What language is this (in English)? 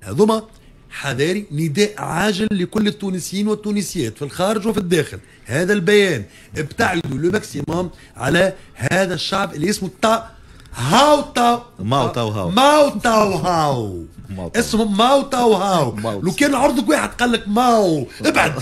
Tunisian Arabic